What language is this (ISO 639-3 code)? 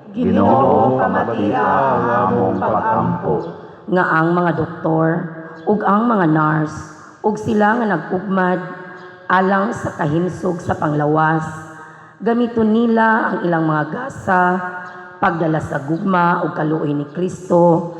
ceb